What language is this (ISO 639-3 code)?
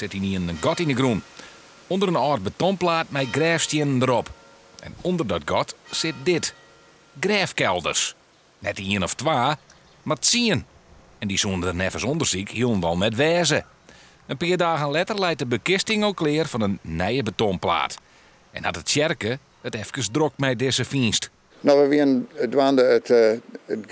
fry